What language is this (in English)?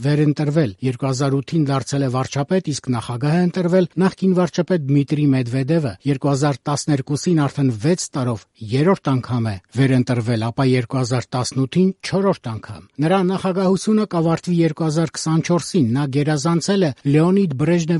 Armenian